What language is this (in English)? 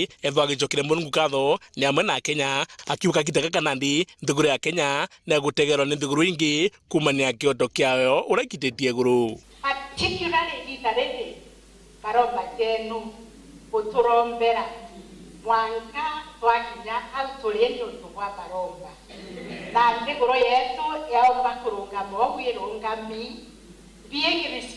Meru